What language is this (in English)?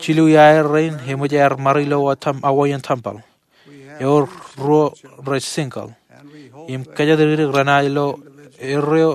Marshallese